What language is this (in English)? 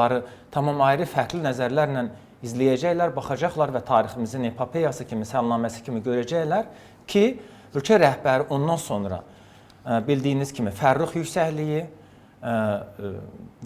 Azerbaijani